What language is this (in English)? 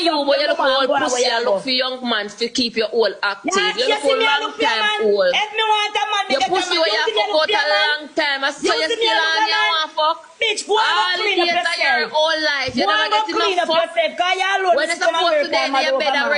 Jamaican Creole English